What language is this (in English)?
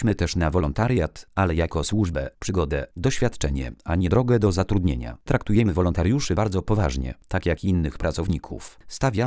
Polish